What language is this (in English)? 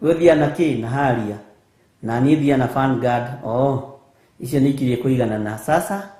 Kikuyu